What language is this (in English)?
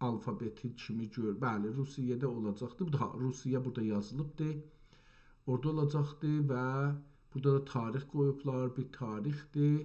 South Azerbaijani